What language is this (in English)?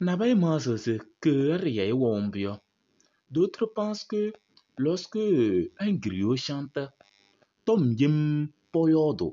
Kabiyè